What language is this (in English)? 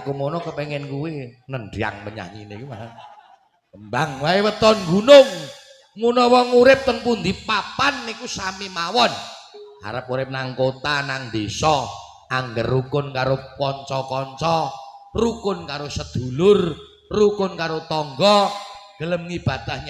Javanese